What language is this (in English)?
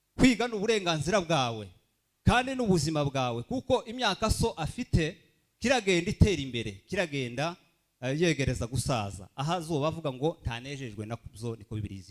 Kinyarwanda